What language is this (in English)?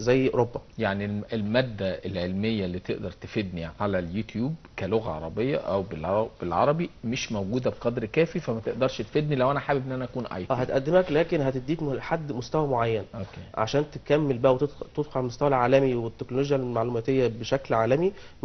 Egyptian Arabic